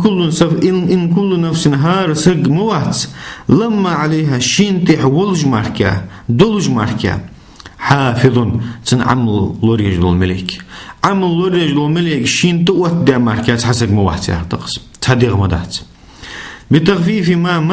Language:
Ingush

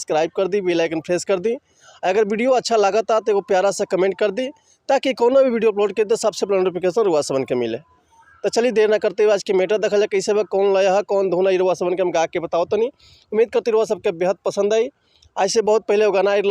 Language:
Bhojpuri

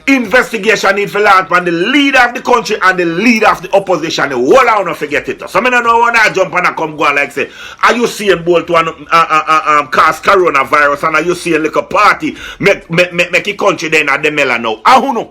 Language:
Jamaican Creole English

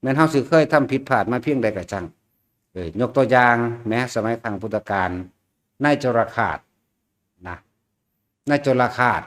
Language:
Northeastern Thai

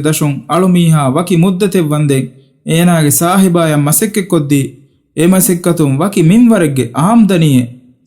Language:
Divehi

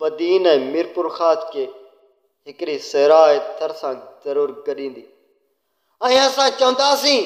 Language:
Sindhi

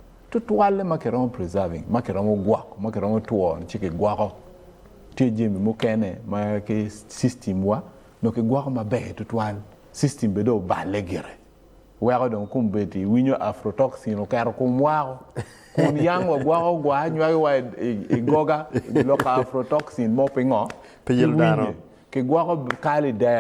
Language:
Acoli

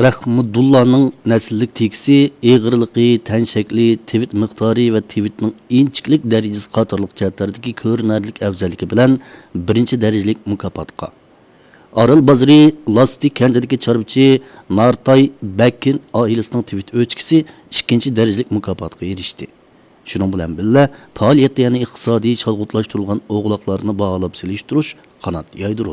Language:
Uyghur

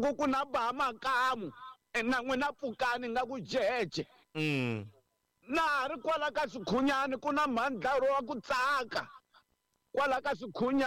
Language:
Tsonga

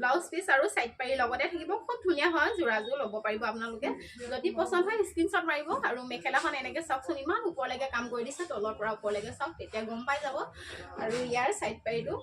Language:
Assamese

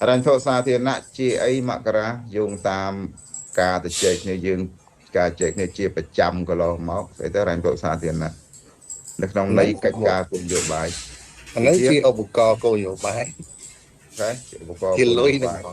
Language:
Khmer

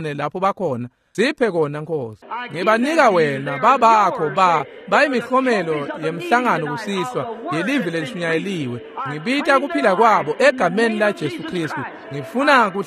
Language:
Swati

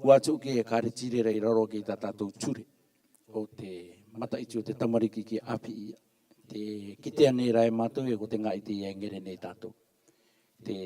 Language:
Rarotongan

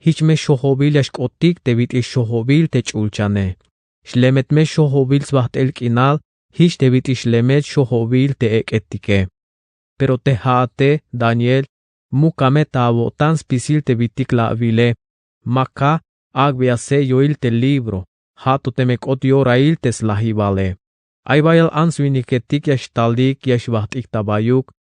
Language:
Tzeltal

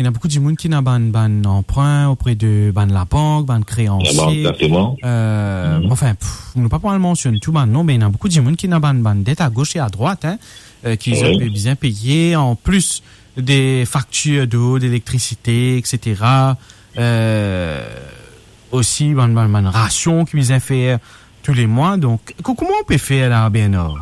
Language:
Morisyen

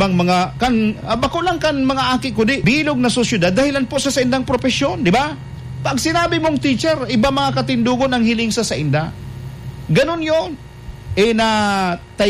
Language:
Bikol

